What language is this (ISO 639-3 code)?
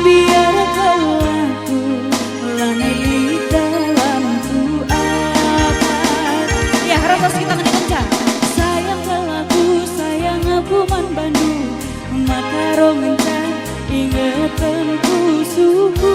btx